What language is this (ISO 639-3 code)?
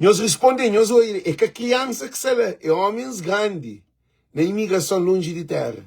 kea